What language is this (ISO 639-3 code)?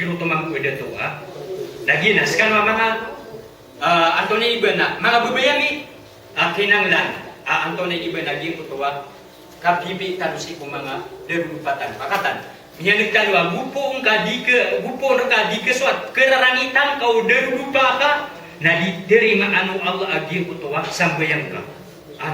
mrw